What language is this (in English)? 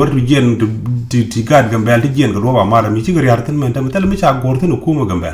Nuer